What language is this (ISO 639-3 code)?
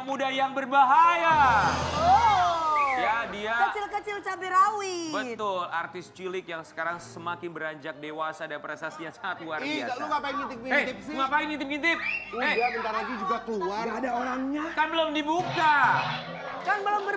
ind